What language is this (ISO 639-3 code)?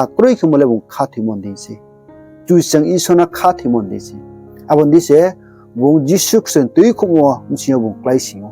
ria